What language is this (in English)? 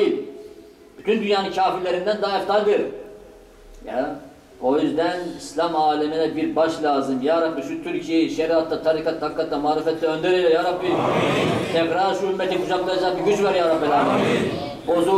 Turkish